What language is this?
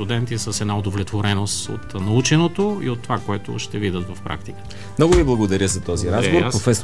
Bulgarian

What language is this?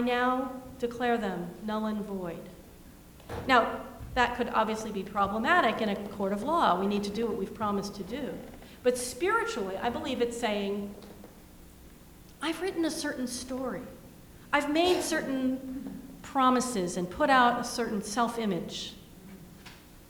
English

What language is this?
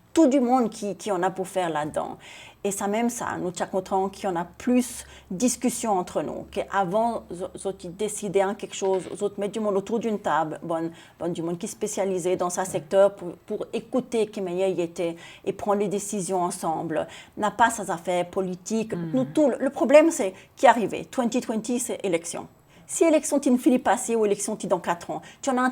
Seselwa Creole French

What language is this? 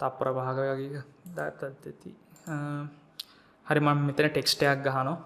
Sinhala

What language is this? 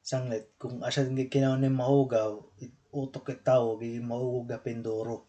Waray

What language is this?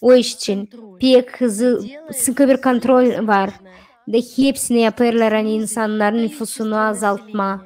Gagauz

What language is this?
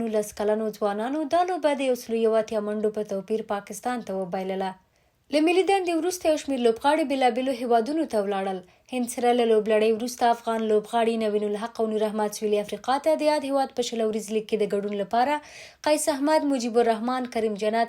Pashto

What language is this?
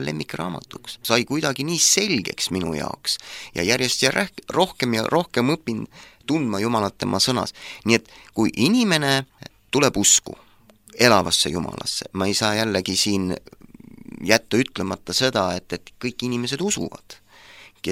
Estonian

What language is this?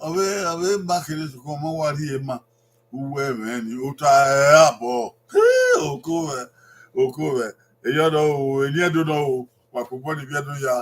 Bini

